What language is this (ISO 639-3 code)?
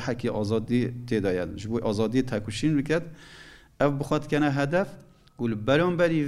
kur